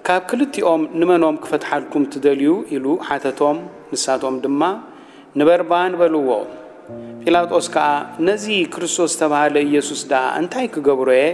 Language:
Tigrinya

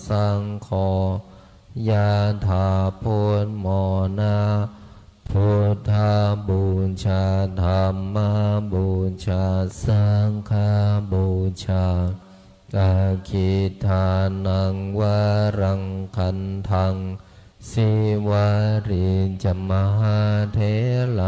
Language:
Pali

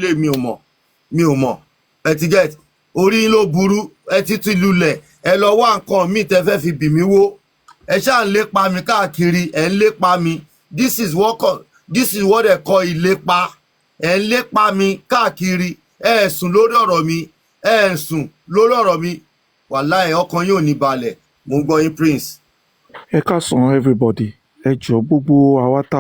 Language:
Yoruba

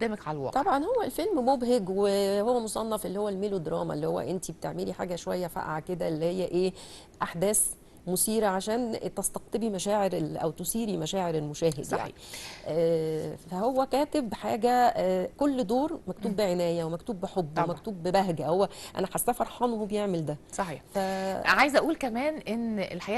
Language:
Egyptian Arabic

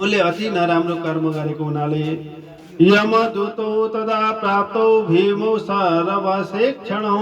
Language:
Nepali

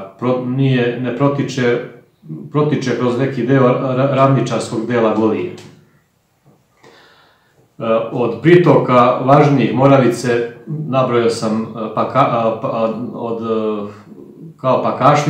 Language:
Serbian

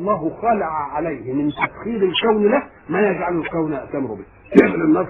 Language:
Egyptian Arabic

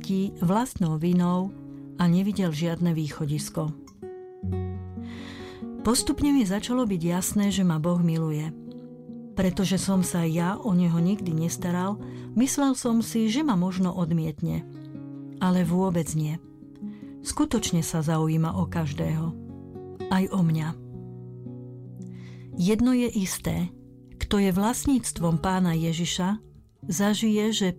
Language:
Slovak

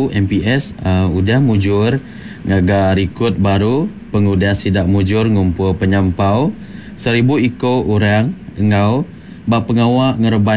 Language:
Iban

